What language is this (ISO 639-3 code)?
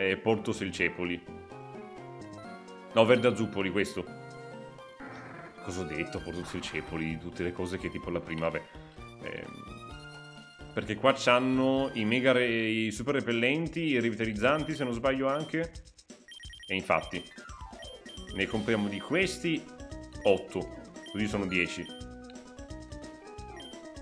ita